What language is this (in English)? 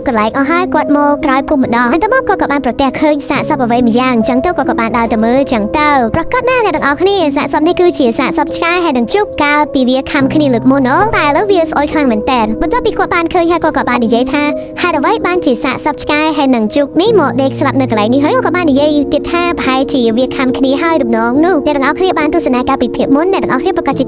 Khmer